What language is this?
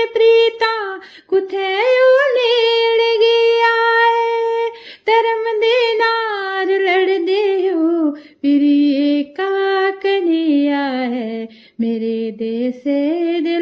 Dogri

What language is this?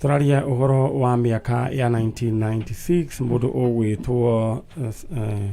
Kikuyu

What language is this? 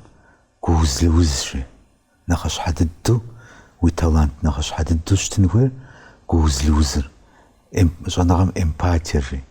Kabardian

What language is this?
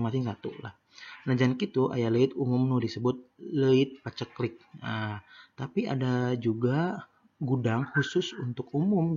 Sundanese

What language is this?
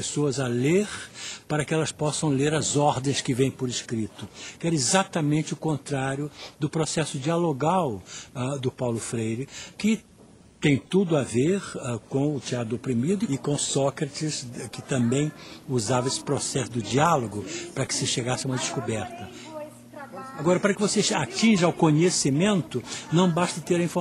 Portuguese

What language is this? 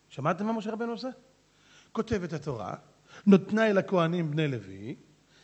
Hebrew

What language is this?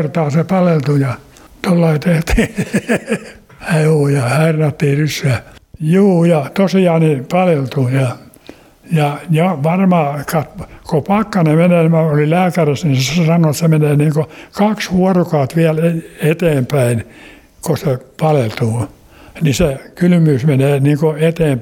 Finnish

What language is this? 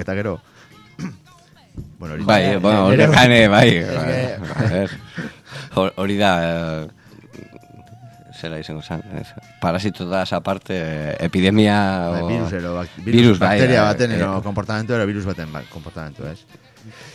Basque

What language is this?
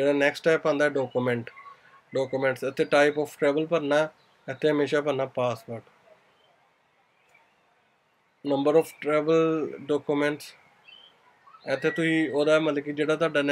Punjabi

